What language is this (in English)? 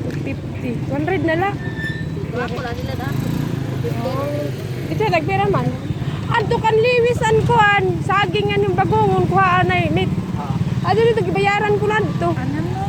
Waray